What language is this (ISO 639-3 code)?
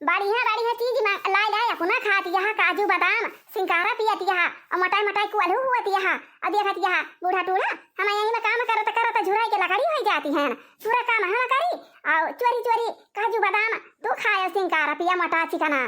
awa